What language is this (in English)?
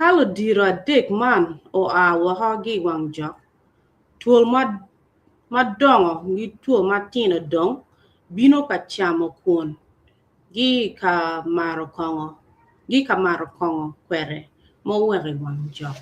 Acoli